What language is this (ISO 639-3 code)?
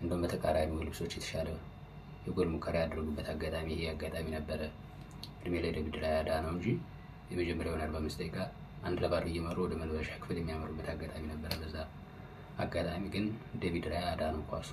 amh